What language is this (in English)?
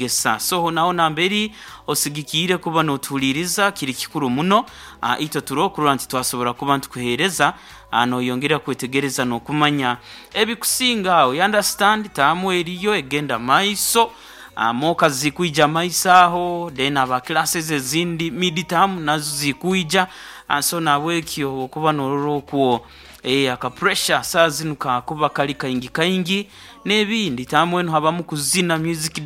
Nyoro